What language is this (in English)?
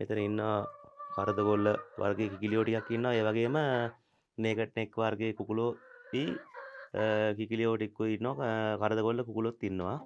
Sinhala